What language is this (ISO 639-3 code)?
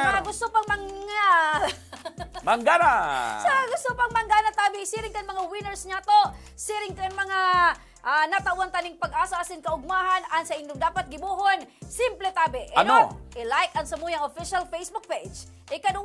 bik